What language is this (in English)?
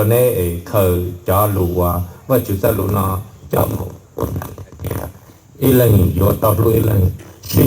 Hmong